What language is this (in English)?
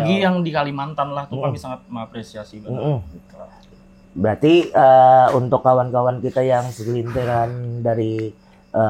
Banjar